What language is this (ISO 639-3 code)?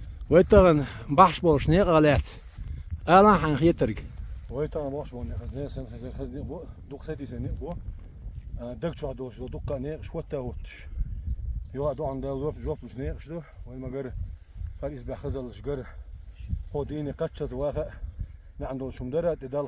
che